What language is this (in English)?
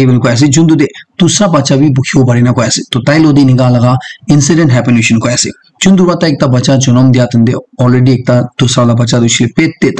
Naga Pidgin